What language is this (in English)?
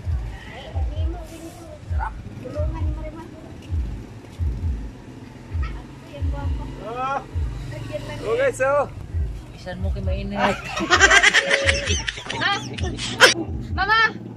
Filipino